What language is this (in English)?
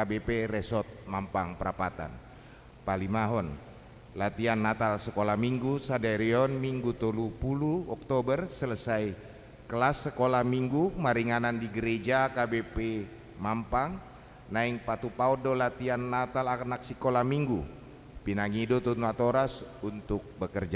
Batak Toba